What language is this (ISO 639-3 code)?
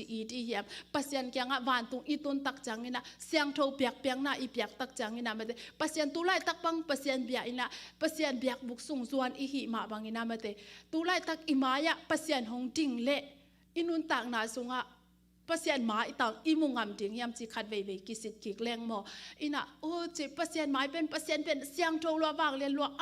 ctd